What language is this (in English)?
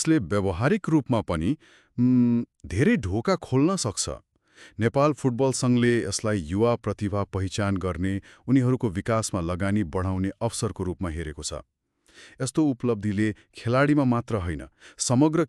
Nepali